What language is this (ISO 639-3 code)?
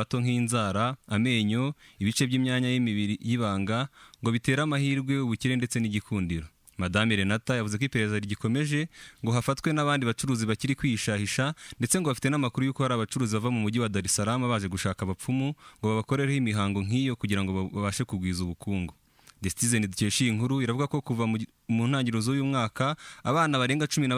kin